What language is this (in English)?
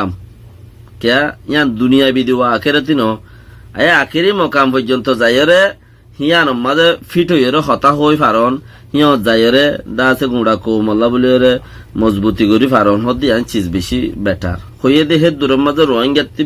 Rohingya